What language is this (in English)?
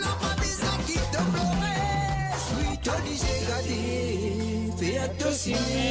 Morisyen